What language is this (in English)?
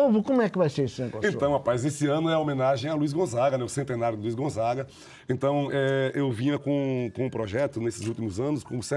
Portuguese